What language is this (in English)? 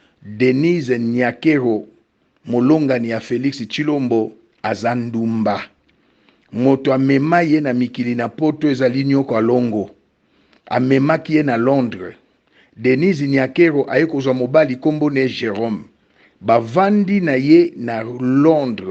Lingala